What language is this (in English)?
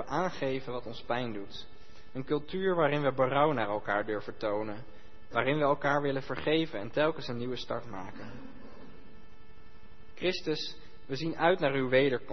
Dutch